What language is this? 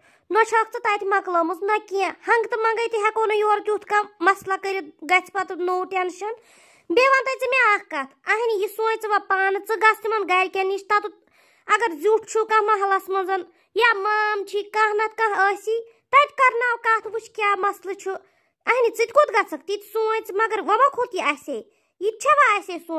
Kashmiri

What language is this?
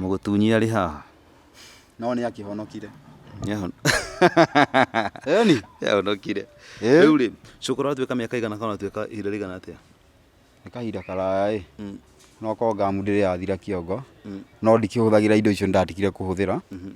Kikuyu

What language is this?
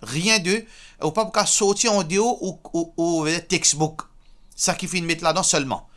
Morisyen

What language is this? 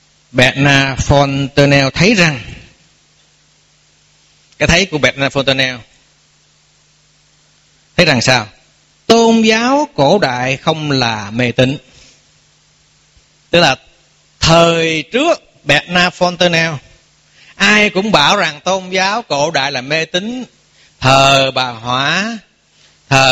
Vietnamese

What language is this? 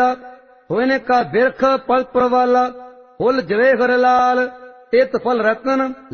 Punjabi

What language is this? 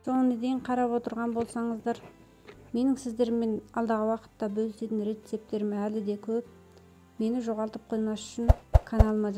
Kazakh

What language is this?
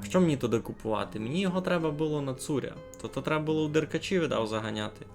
Rusyn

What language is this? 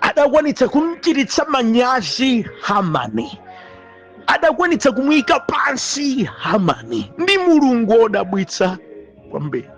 Nyanja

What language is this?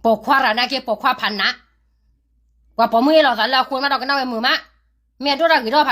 S'gaw Karen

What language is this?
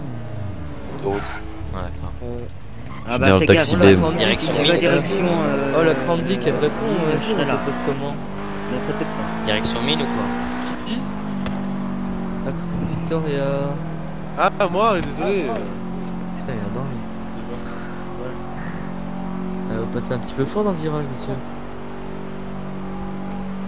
French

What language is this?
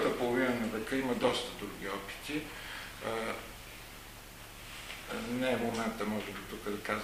Bulgarian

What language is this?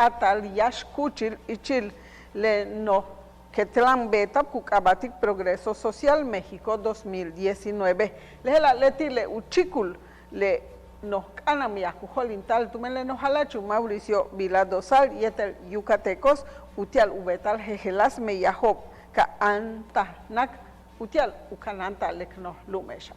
Yucateco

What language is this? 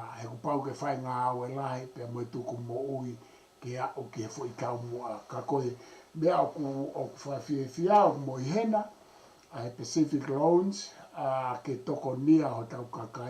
Tongan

